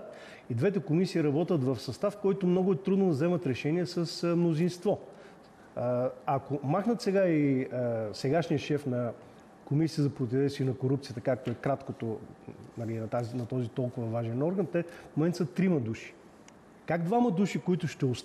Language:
Bulgarian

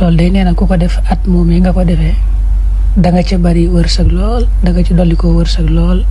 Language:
Wolof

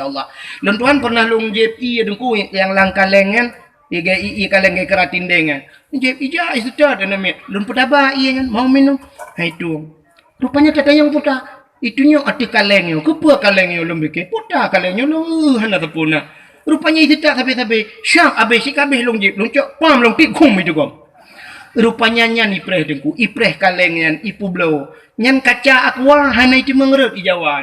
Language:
Achinese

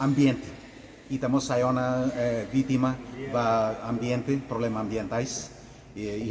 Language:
Tetum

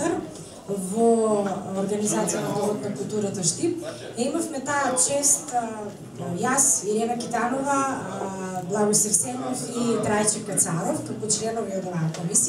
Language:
Macedonian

